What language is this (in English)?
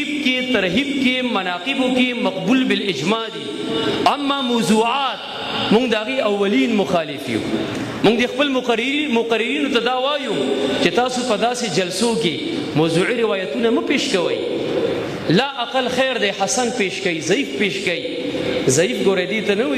Pashto